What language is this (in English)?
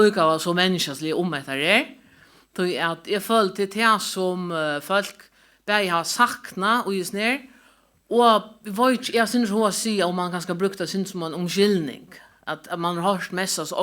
Faroese